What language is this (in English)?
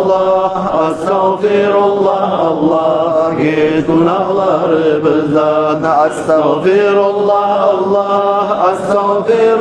Kumyk